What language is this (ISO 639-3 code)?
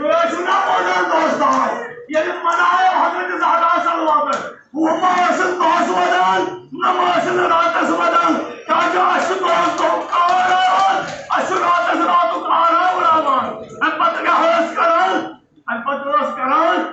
kas